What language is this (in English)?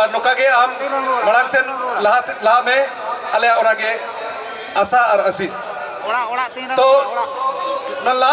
Santali